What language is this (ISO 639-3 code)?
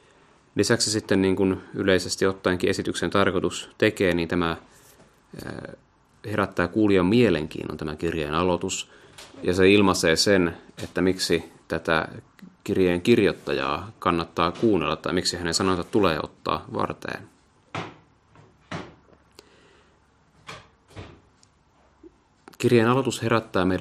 fin